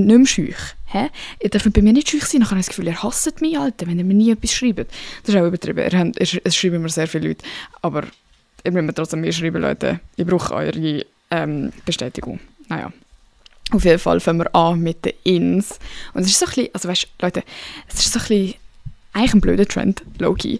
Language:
Swiss German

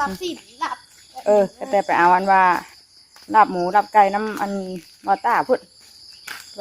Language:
Northeastern Thai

